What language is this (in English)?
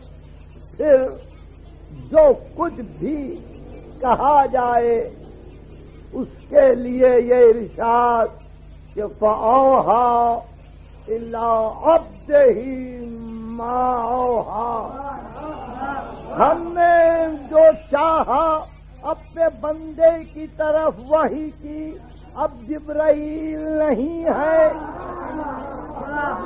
Urdu